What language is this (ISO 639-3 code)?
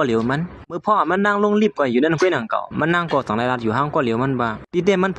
shn